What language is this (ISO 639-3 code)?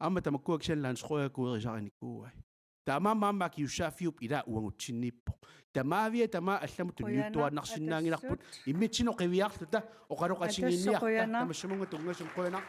kal